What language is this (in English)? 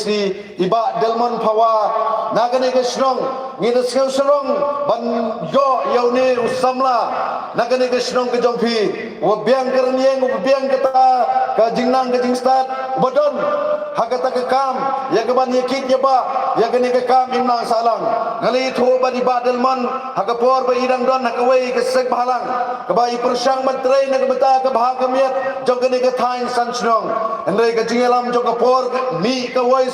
Khasi